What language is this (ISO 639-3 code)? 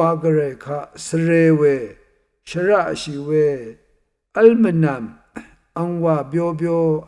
raw